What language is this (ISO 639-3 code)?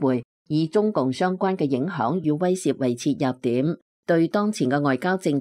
yue